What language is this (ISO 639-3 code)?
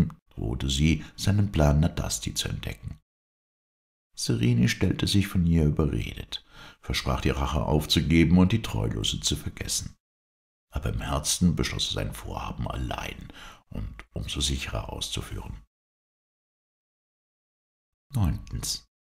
deu